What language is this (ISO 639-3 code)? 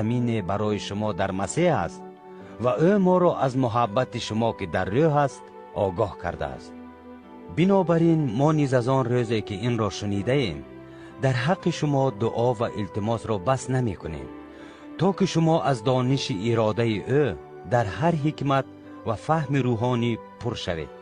tgk